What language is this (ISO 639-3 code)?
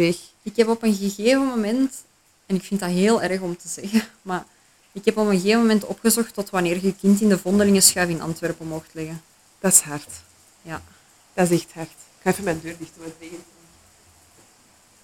nld